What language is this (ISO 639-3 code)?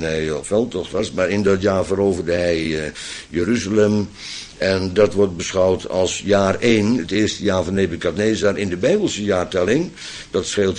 nld